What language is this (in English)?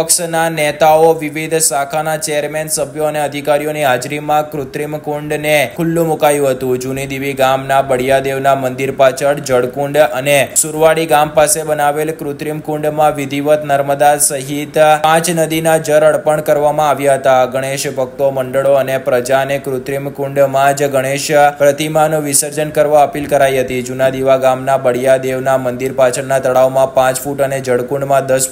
Gujarati